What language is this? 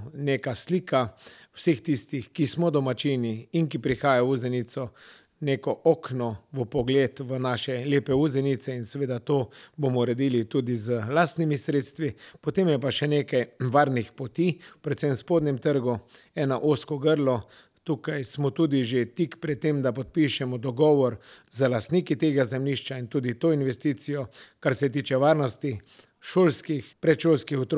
Slovenian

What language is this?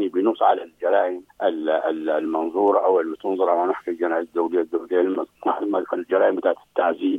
Sudanese Arabic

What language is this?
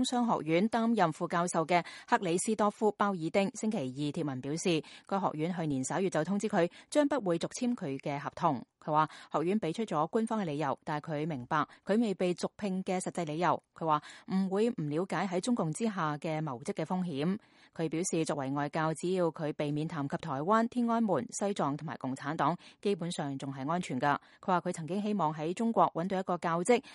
Cantonese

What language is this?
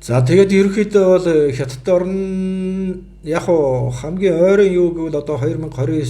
Mongolian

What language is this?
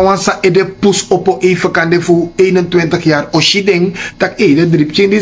Sranan Tongo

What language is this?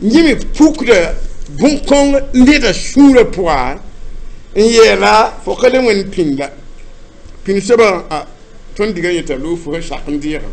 Mossi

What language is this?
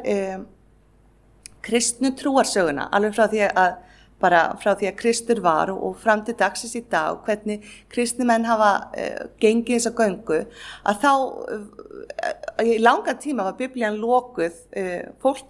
Icelandic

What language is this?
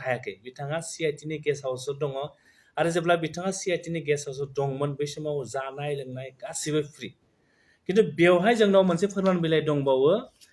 Bodo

